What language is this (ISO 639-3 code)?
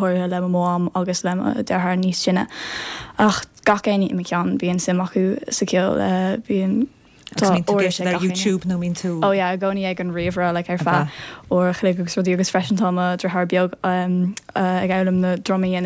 gle